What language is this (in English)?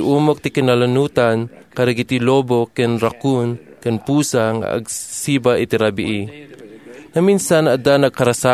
Iloko